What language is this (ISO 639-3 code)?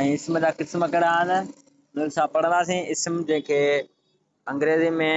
snd